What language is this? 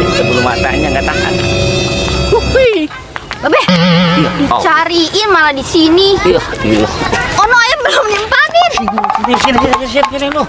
Betawi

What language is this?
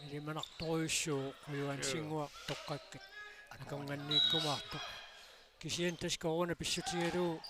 Kalaallisut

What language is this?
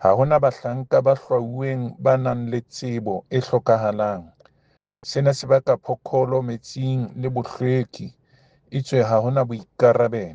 Southern Sotho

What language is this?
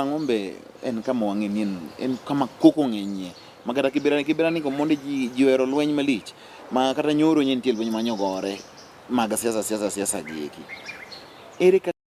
Luo (Kenya and Tanzania)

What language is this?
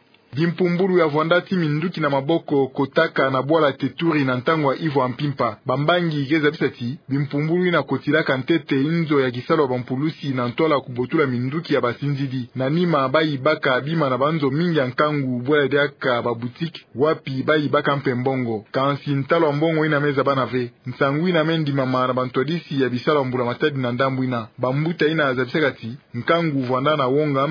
Kituba (Democratic Republic of Congo)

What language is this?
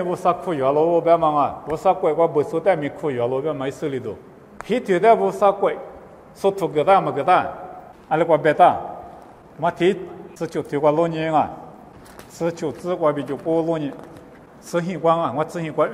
Lisu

